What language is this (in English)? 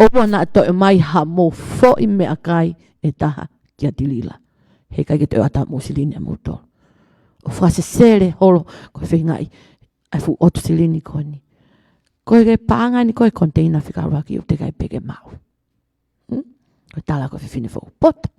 Tongan